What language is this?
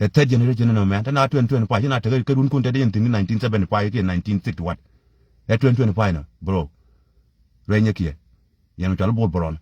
Nuer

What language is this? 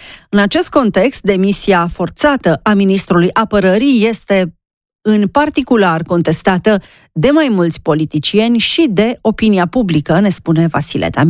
Romanian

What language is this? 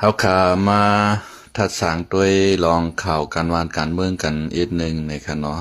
Shan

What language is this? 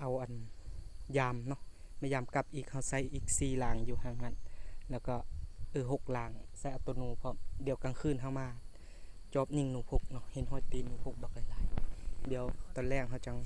Lao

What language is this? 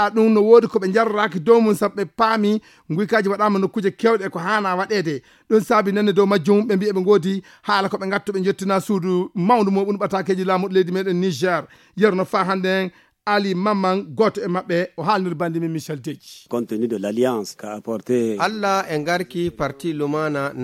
Fula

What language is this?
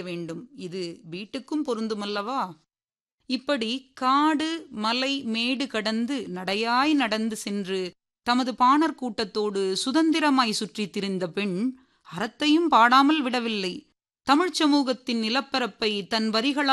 Tamil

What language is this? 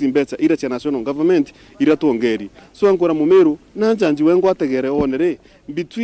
Meru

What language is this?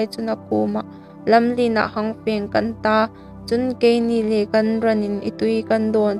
Hmar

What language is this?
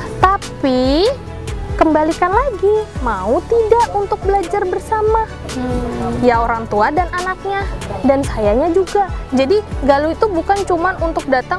Indonesian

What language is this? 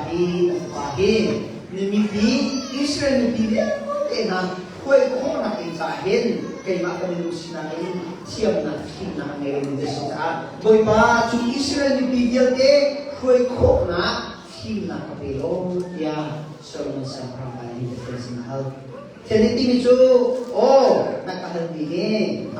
Hakha Chin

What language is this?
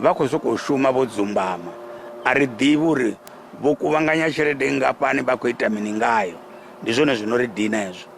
Venda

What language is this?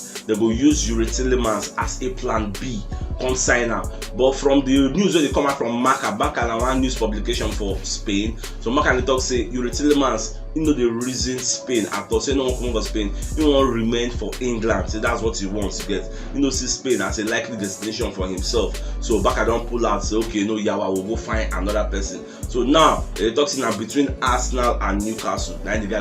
Nigerian Pidgin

